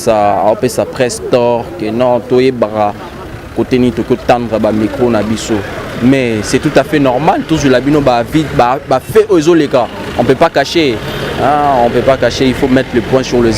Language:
Lingala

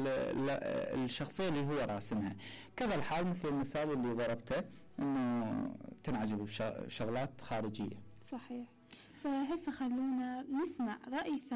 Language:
Mesopotamian Arabic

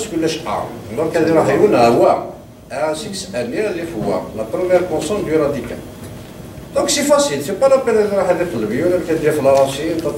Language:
Kabyle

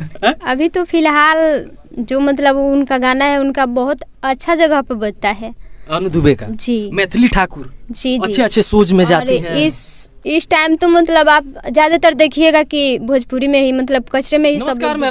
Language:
Bhojpuri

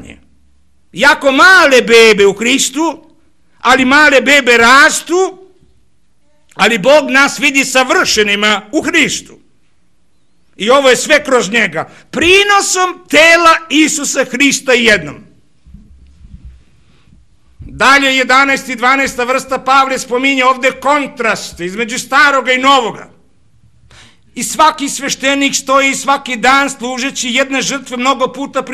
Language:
Serbian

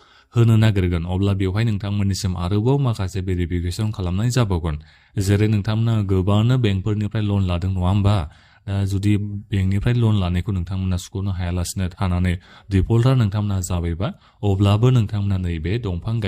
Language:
Bodo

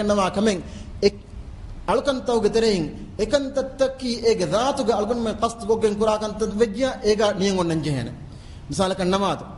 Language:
Divehi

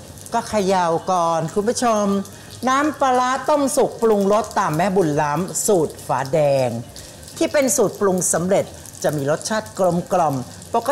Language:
Thai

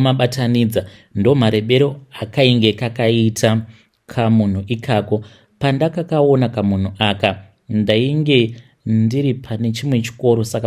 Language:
Shona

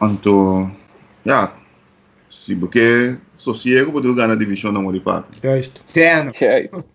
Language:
Papiamento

